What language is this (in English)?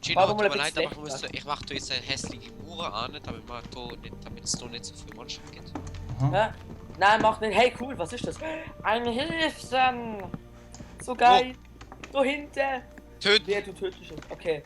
Swiss German